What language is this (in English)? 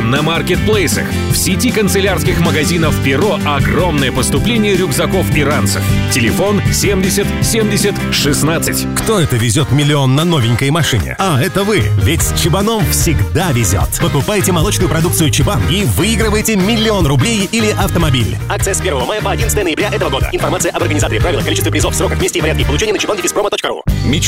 Russian